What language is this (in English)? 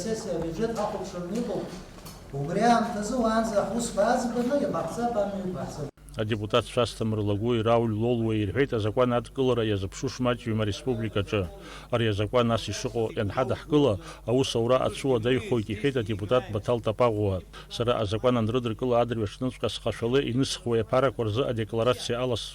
Abkhazian